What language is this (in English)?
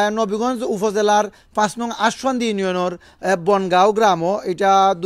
Sylheti